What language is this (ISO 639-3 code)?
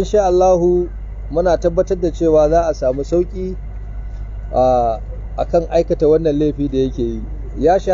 hau